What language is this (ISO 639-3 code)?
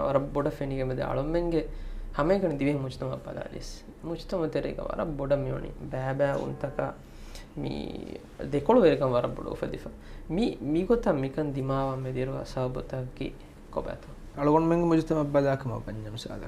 div